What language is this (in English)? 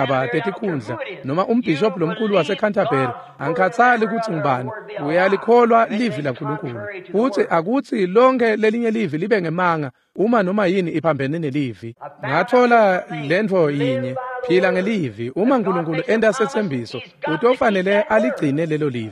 Swati